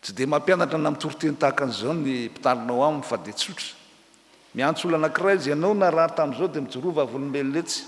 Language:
Malagasy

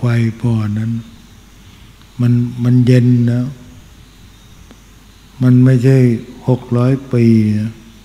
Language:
Thai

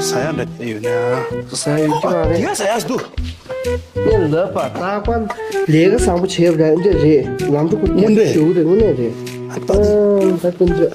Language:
Tibetan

